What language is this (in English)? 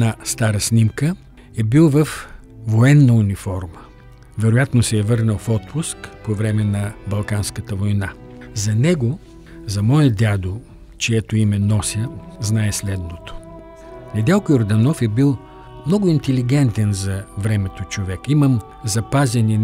Bulgarian